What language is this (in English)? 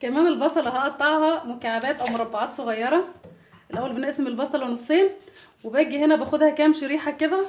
Egyptian Arabic